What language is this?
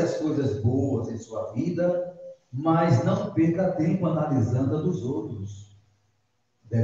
Portuguese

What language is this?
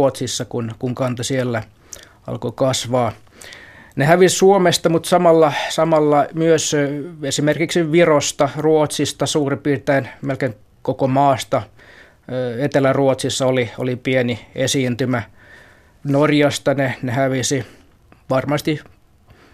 Finnish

